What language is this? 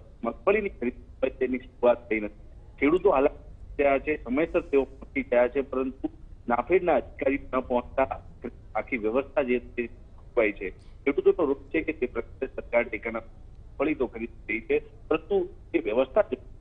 Gujarati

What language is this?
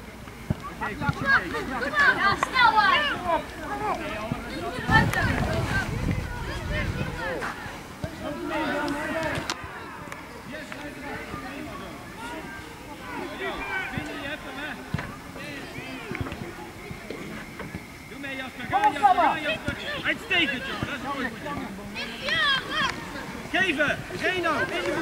Dutch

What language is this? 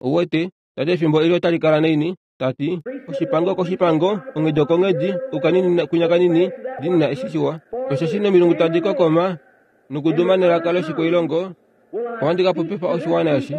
Kuanyama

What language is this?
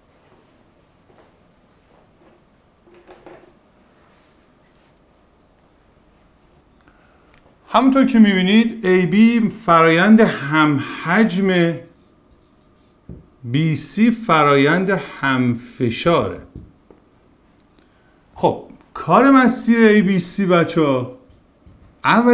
Persian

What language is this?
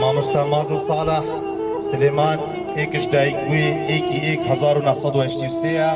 Kurdish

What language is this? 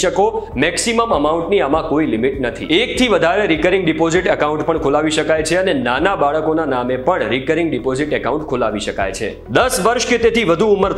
Gujarati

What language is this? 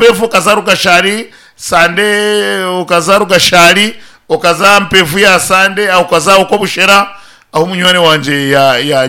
Nyankole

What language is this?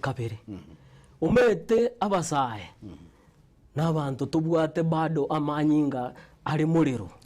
Gusii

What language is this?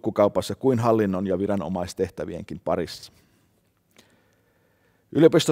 Finnish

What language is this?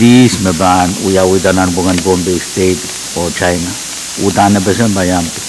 Pohnpeian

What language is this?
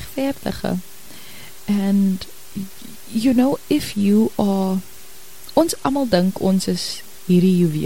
Afrikaans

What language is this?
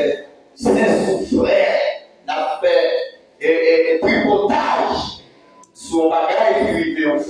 Haitian Creole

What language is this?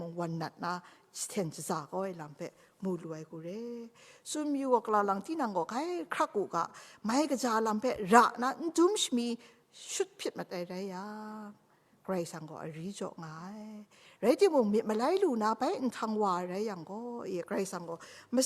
Kachin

